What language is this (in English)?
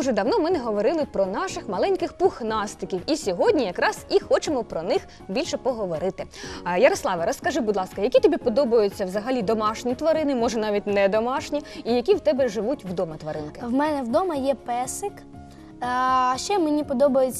Ukrainian